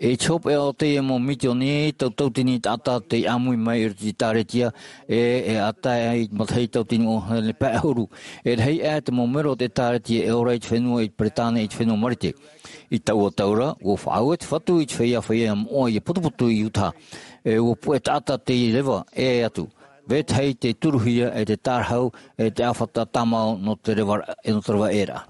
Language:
Tahitian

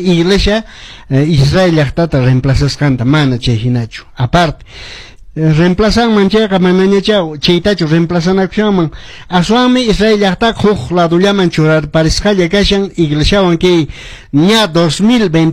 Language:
Quechua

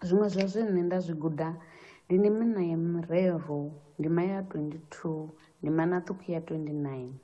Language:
Venda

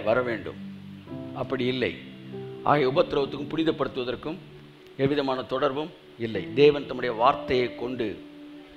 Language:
Tamil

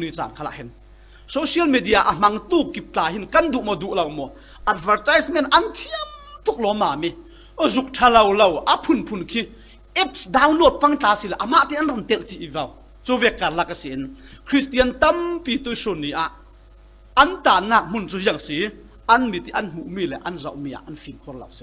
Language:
Falam Chin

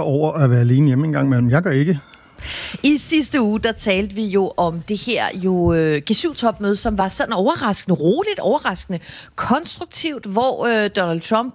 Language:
Danish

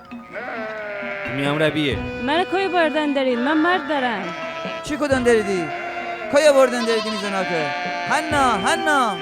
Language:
Gilaki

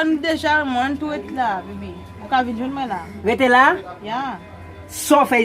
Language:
Haitian Creole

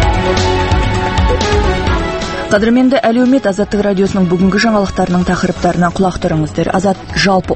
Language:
Kazakh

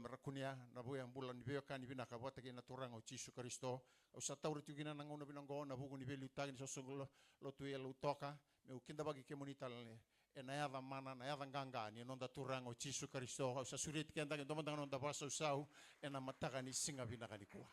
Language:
Fijian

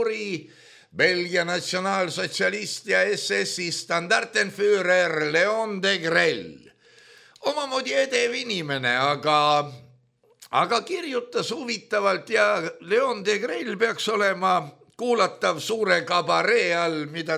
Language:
Estonian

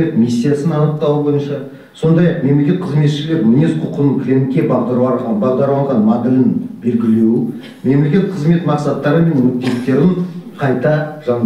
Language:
Kazakh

